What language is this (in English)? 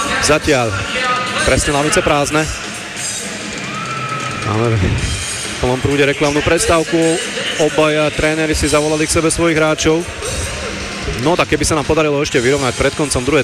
Slovak